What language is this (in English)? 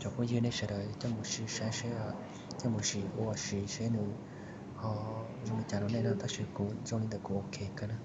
Hmong